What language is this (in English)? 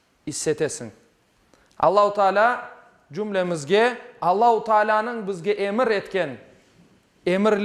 Crimean Tatar